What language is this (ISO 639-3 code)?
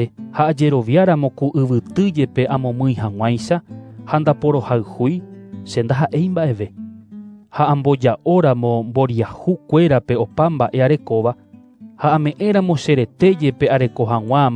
grn